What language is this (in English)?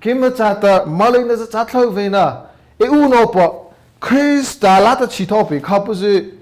Mara Chin